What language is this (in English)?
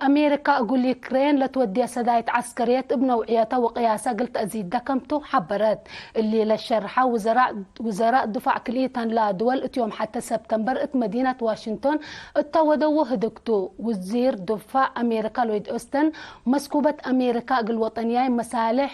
Tigre